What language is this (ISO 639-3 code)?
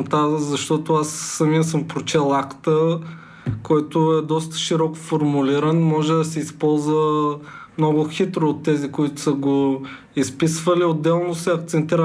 bul